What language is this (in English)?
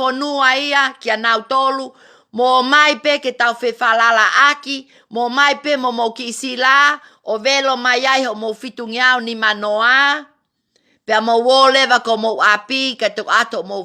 Tongan